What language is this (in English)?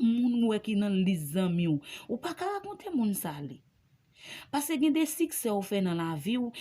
Haitian Creole